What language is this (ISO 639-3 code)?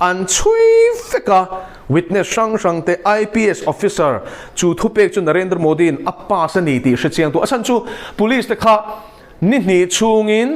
lus